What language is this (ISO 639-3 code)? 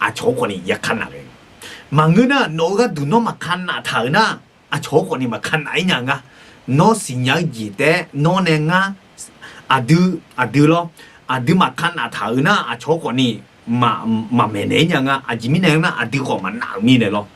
ahk